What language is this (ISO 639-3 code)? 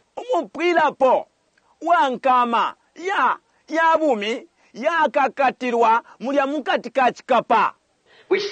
bem